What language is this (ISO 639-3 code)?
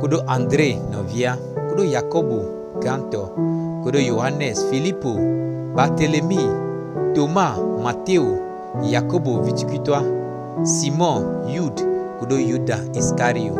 gej